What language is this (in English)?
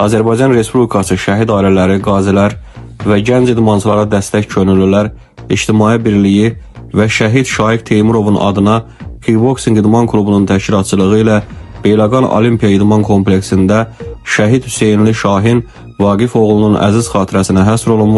Azerbaijani